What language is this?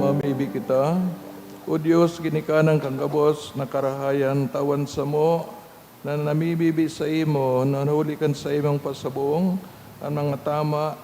Bikol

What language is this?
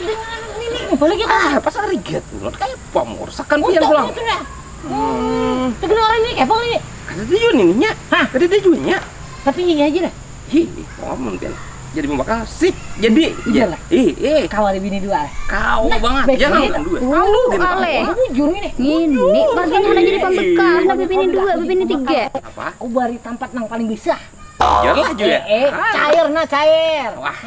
Banjar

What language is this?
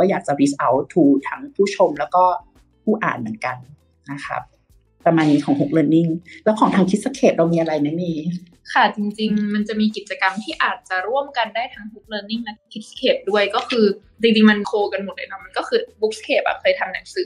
Thai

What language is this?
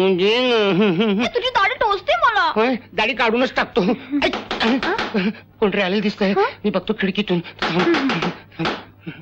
Marathi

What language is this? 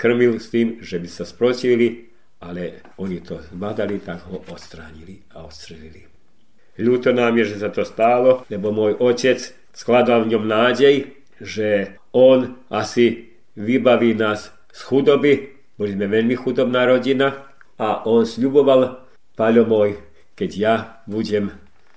Slovak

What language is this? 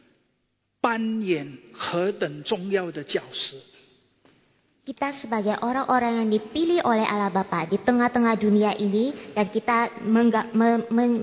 Indonesian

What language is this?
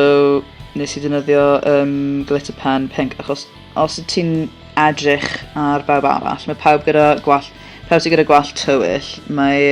Welsh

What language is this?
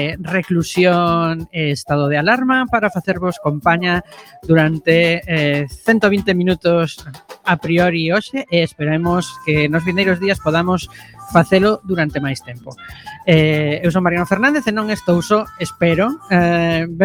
Galician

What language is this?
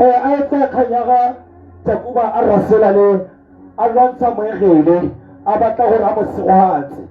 Tswana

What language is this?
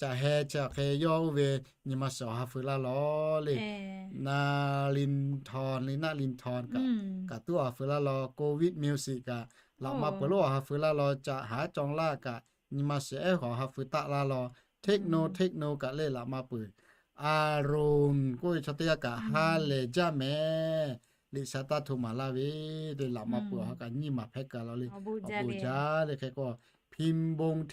Lahu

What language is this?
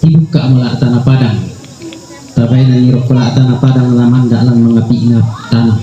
Toraja-Sa'dan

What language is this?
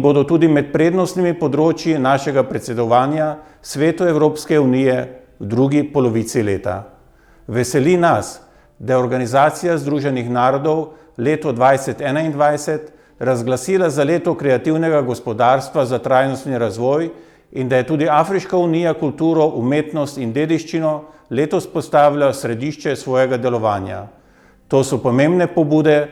Slovenian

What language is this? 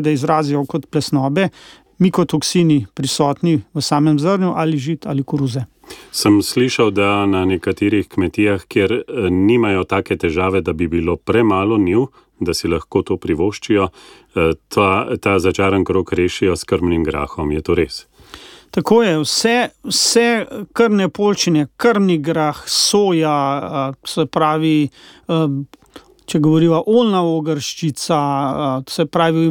Slovenian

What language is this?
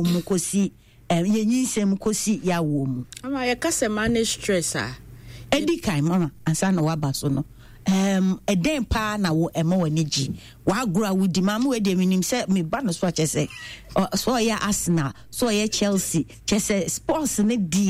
Akan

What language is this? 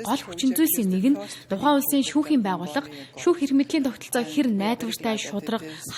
Mongolian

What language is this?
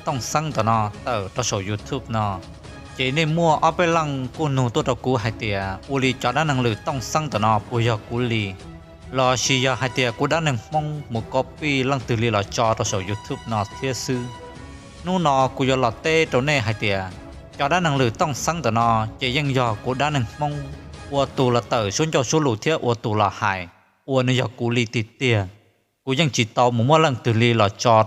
Hmong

